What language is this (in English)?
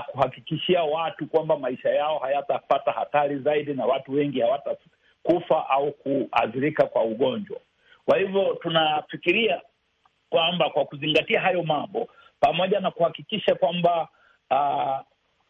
Swahili